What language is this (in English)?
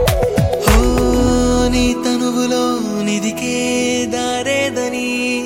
Telugu